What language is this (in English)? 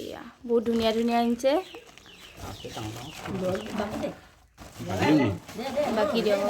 Assamese